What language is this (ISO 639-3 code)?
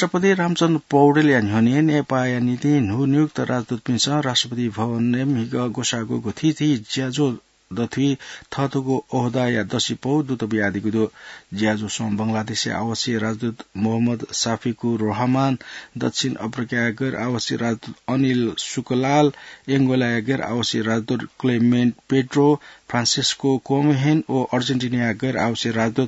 new